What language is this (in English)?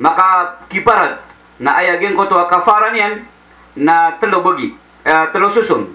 Maranao